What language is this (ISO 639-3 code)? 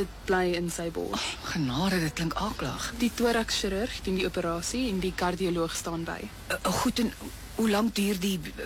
afr